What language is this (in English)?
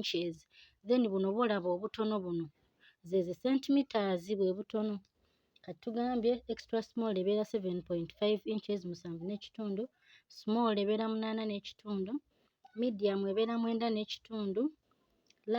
Ganda